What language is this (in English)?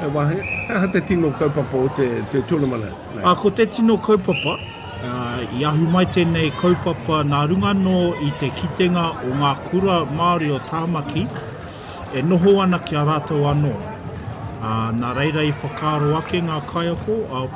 Māori